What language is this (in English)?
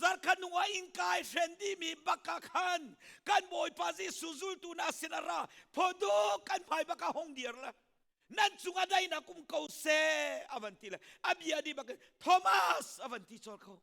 Hakha Chin